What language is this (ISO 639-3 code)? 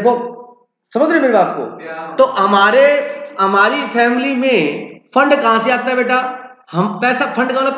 hin